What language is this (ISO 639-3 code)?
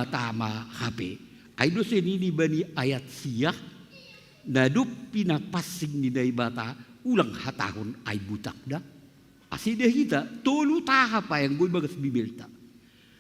bts